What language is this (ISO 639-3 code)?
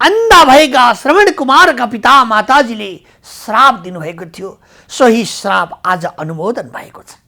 nep